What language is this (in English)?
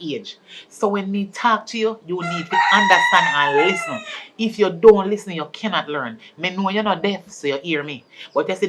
Jamaican Creole English